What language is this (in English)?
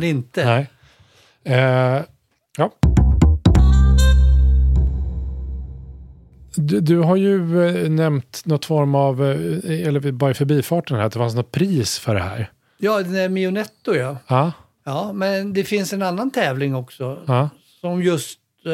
Swedish